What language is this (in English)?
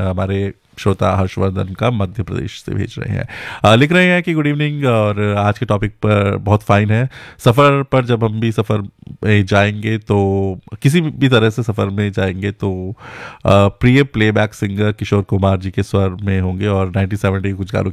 Hindi